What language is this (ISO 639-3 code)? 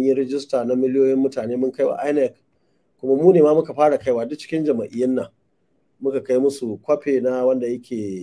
hau